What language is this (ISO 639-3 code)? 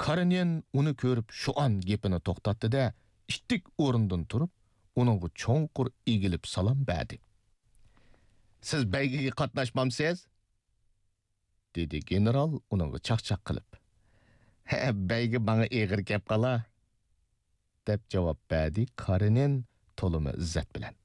uig